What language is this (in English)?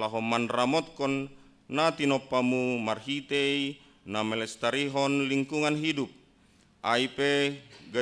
Batak Simalungun